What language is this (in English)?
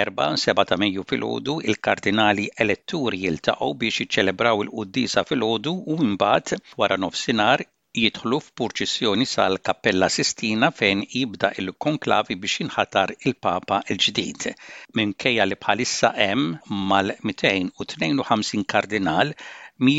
Maltese